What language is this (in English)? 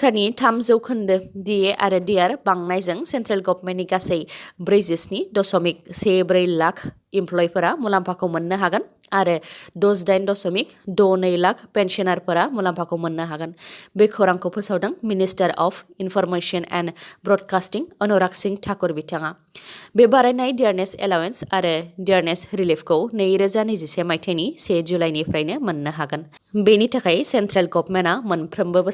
Bodo